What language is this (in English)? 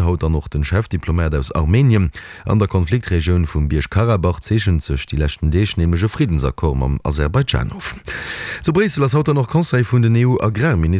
Luxembourgish